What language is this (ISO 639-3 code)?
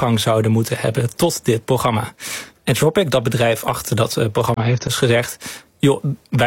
nld